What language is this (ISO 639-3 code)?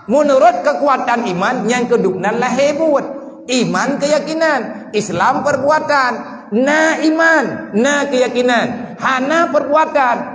ace